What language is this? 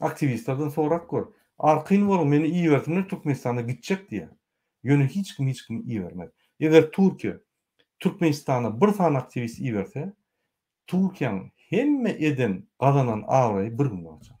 Turkmen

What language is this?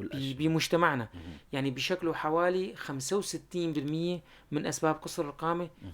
North Levantine Arabic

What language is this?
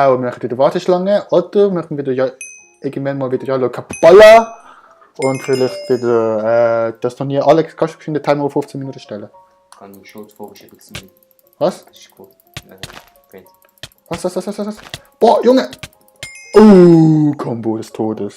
Swiss German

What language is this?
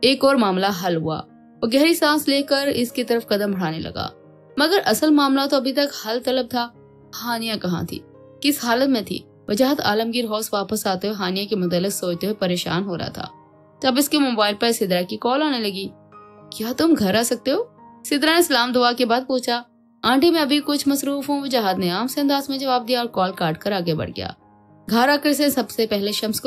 Urdu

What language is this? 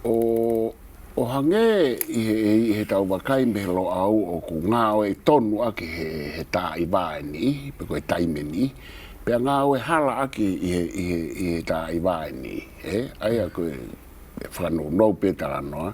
Tongan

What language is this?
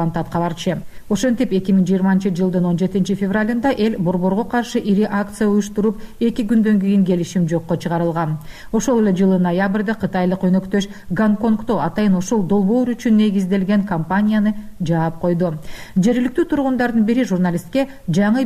Kyrgyz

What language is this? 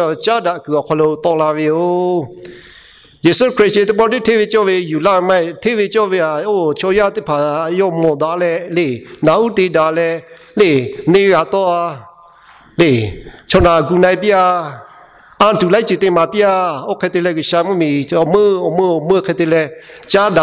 Lahu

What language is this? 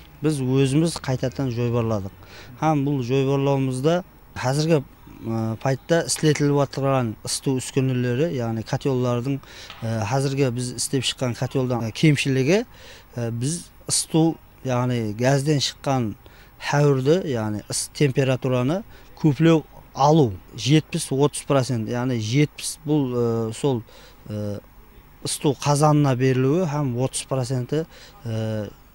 Kara-Kalpak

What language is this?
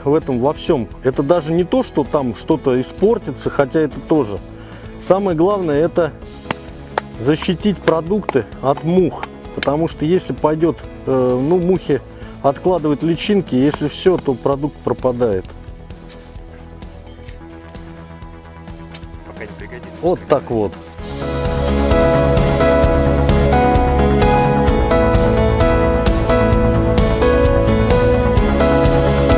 Russian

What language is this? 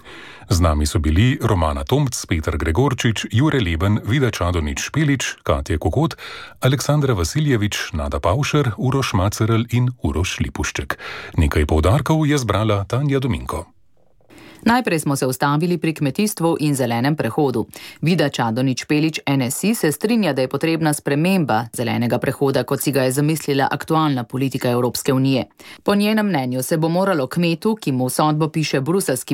Slovenian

